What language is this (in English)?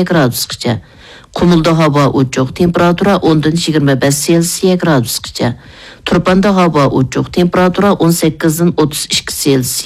Uyghur